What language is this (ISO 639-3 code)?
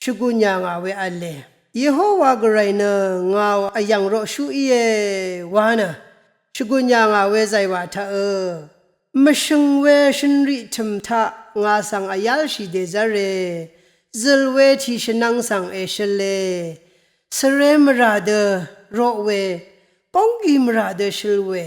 raw